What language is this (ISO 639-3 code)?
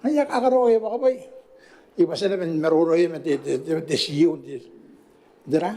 gil